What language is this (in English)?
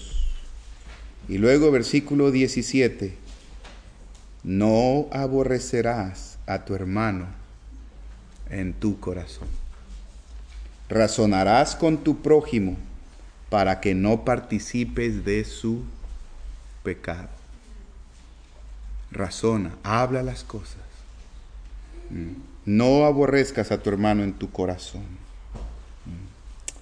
Spanish